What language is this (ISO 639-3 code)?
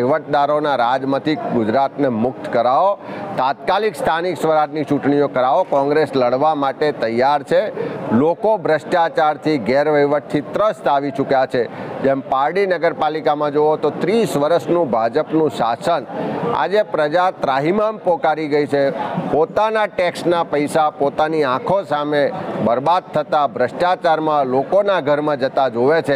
guj